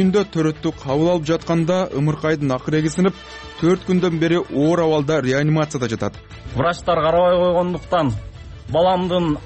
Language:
Kyrgyz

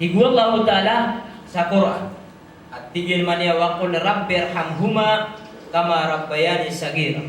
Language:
Maranao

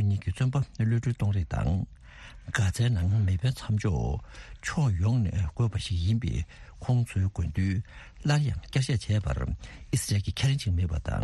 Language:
Tibetan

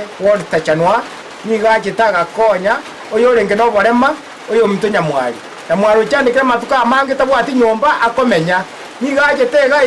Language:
Gusii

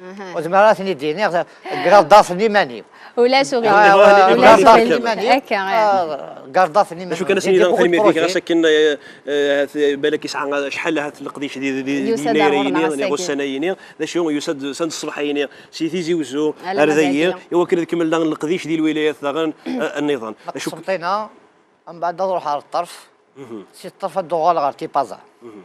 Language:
Kabyle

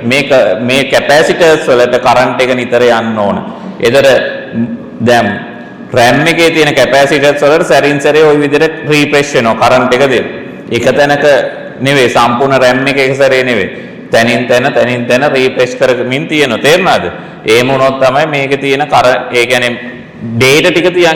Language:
Sinhala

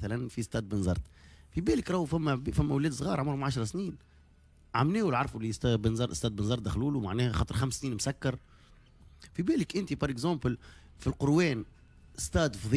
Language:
Tunisian Arabic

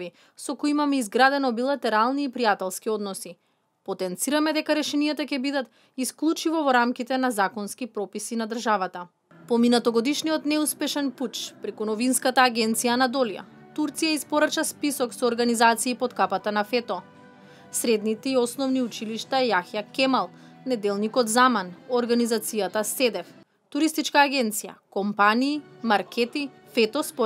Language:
Macedonian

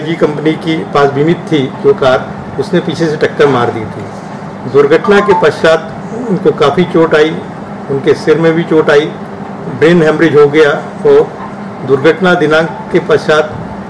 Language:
Hindi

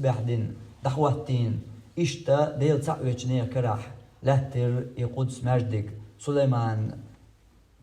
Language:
Chechen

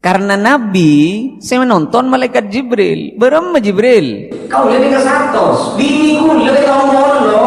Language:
Madurese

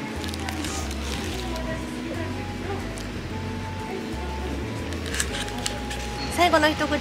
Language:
Japanese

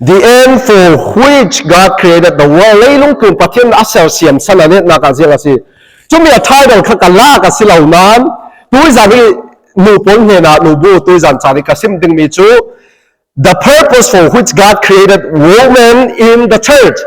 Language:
Falam Chin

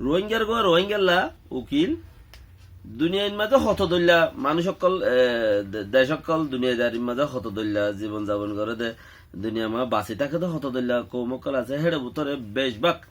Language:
Rohingya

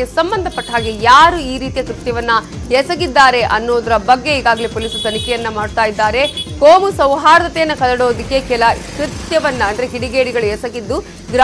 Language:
Kannada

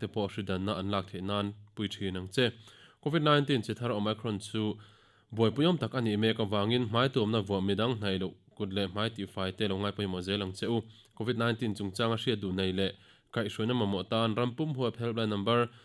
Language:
Mizo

